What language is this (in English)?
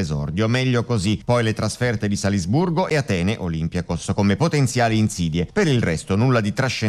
Italian